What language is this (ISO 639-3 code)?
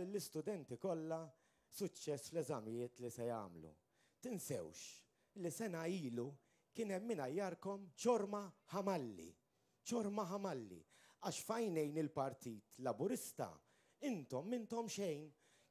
mlt